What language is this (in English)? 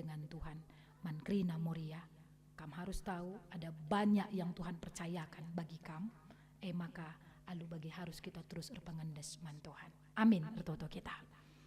Batak Karo